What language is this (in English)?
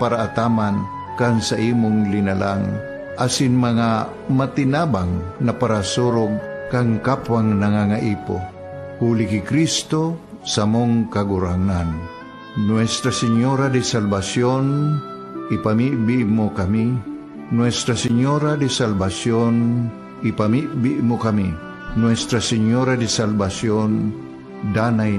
Bikol